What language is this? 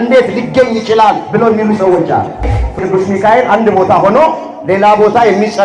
Amharic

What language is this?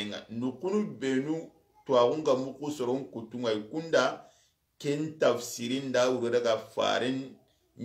Soninke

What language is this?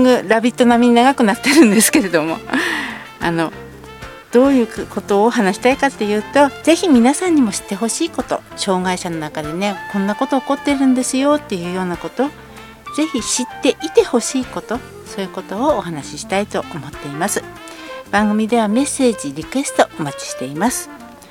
Japanese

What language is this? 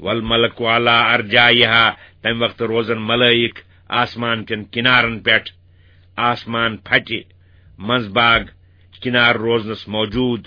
Kashmiri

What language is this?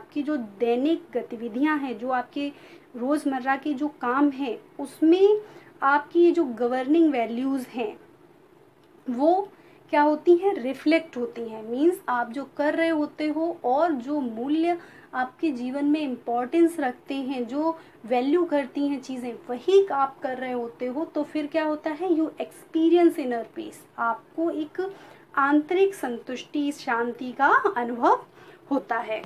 Hindi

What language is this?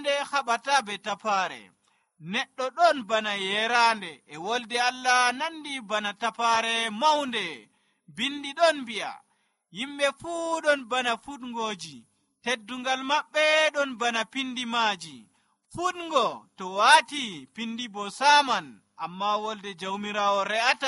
Nigerian Fulfulde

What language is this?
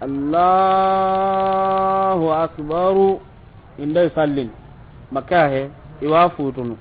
Soninke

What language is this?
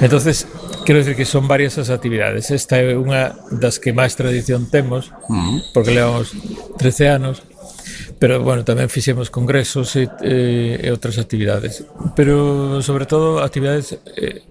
Galician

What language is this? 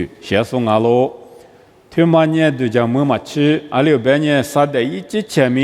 Lisu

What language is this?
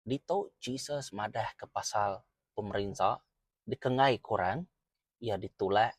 Iban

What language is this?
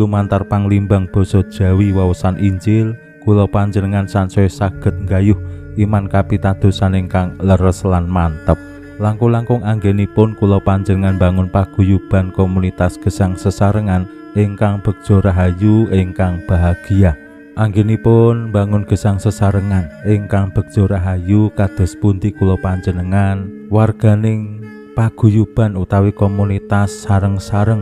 Javanese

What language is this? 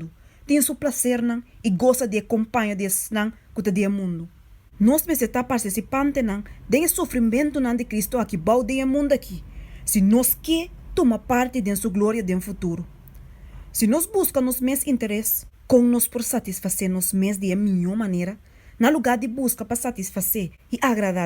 Papiamento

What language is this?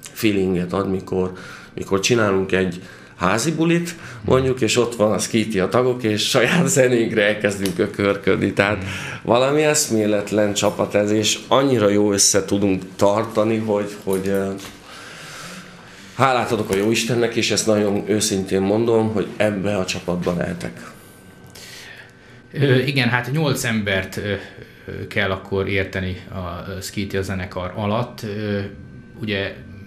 Hungarian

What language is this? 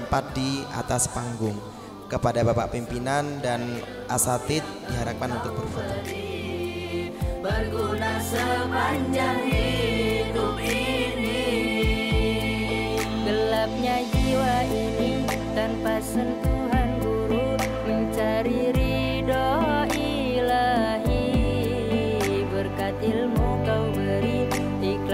Indonesian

